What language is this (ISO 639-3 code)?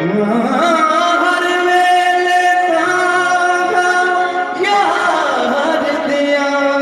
skr